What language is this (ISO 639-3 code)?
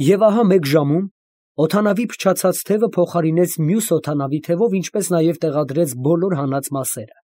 hye